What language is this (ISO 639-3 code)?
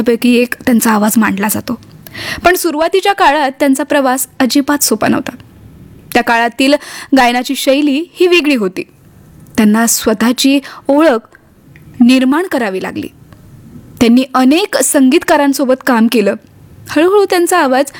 mar